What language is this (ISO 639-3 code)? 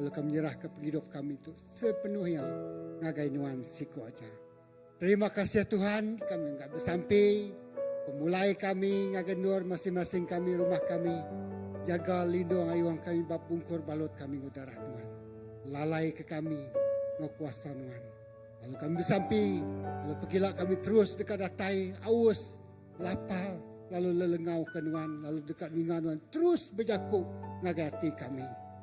iba